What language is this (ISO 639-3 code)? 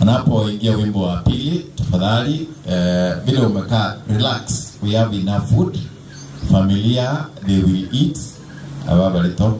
guz